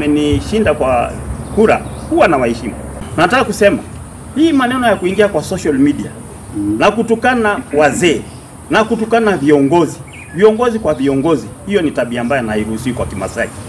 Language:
Kikuyu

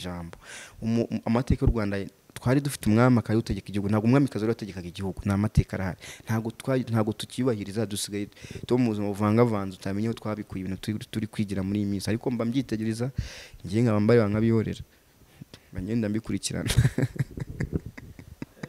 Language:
Kinyarwanda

